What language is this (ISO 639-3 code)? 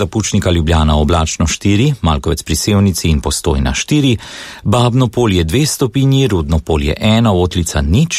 slv